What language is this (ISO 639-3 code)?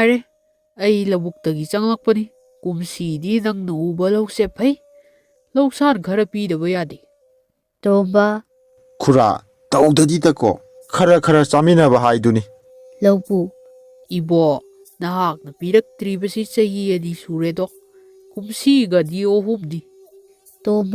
mni